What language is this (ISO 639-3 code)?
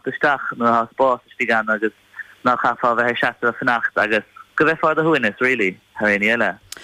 gle